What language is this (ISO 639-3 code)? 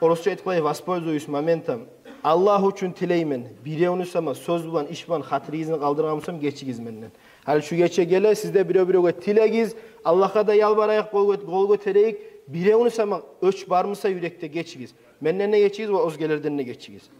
kum